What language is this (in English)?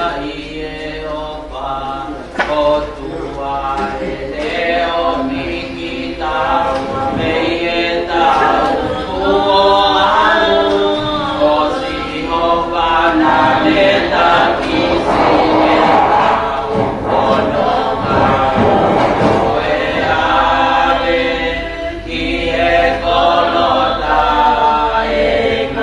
Tongan